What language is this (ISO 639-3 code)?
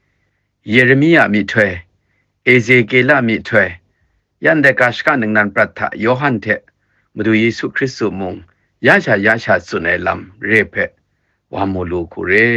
kac